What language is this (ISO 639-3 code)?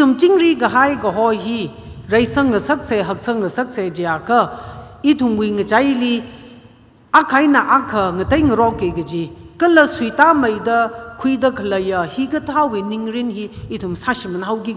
nmf